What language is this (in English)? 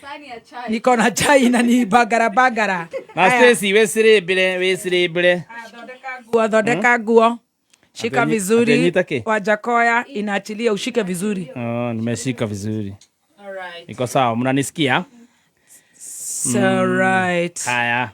Kikuyu